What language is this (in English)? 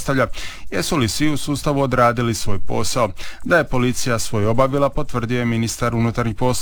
Croatian